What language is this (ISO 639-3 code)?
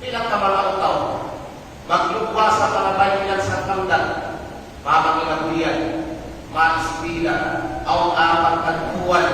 kqe